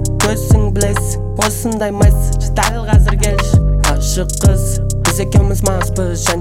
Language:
Kazakh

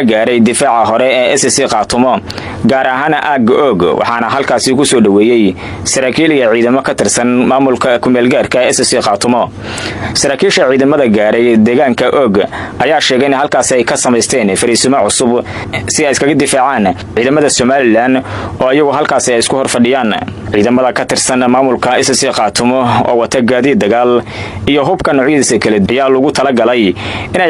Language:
Somali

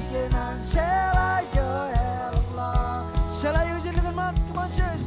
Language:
Marshallese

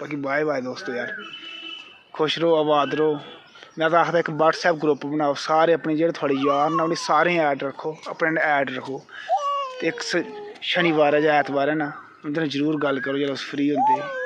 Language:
Dogri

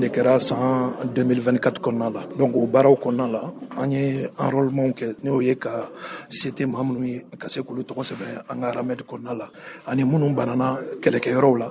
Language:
Bambara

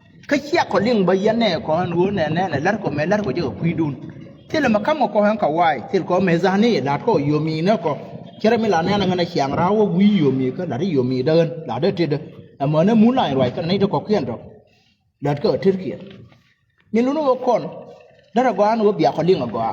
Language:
Nuer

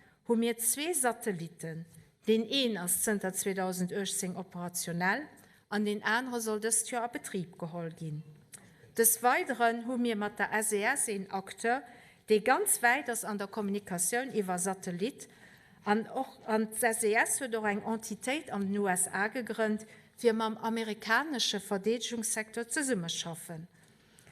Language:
Luxembourgish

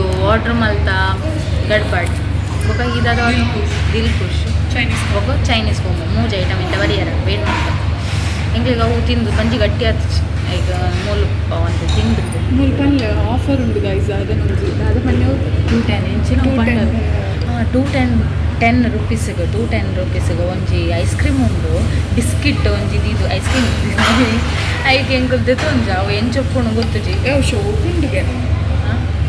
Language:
Tulu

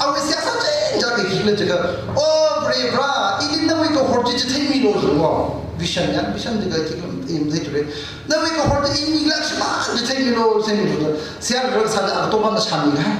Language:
Tangkhul Naga (India)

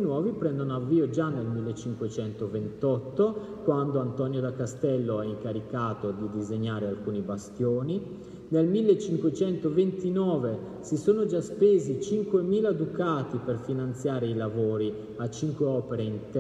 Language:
Italian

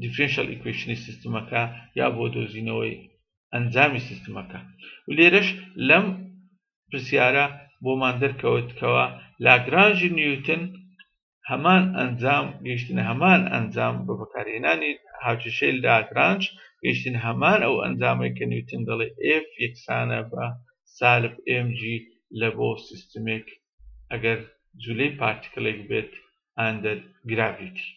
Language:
Central Kurdish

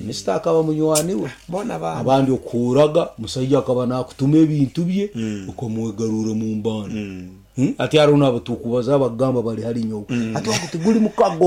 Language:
Nyankole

